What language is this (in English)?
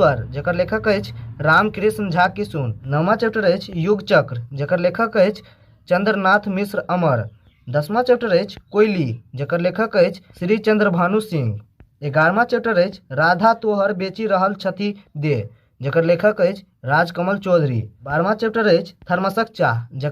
Maithili